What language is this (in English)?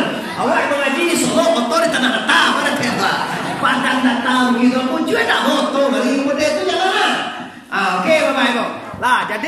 Minangkabau